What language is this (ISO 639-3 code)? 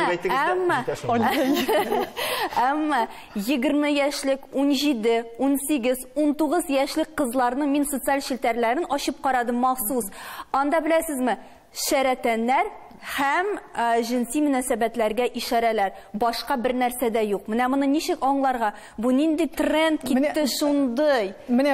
tat